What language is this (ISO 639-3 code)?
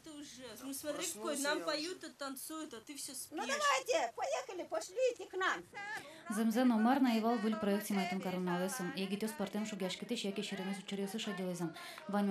udm